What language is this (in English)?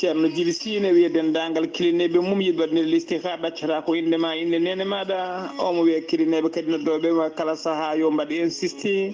Fula